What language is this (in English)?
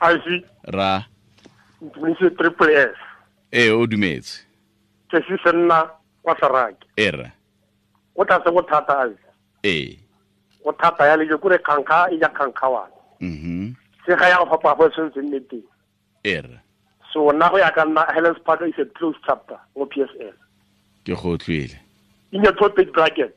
Tswana